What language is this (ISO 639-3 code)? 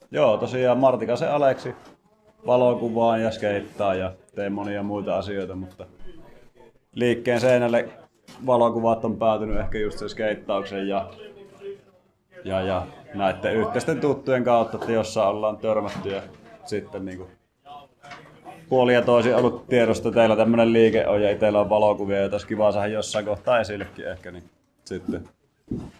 fin